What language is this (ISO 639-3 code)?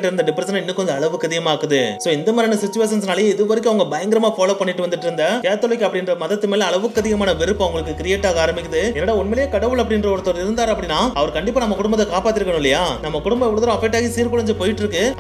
tam